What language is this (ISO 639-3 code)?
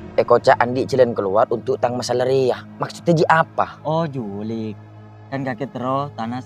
mad